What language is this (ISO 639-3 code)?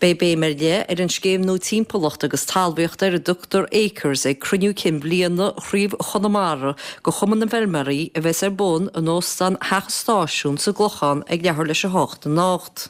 gle